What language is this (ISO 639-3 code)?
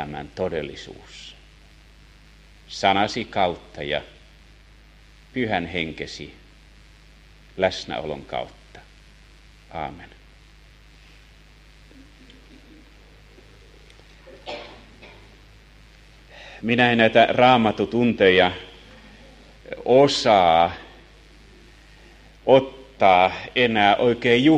fin